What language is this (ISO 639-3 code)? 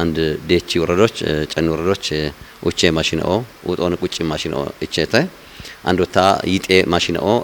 kbr